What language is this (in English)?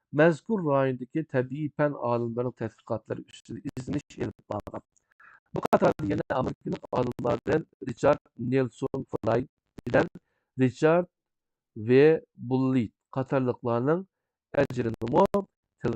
Uyghur